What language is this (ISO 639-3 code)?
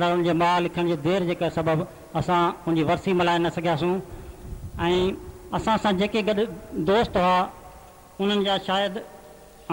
snd